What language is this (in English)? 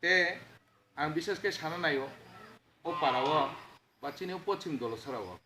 Kok Borok